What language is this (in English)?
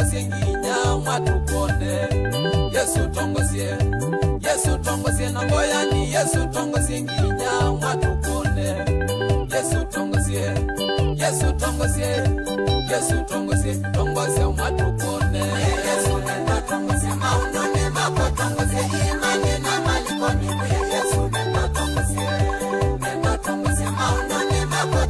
Kamba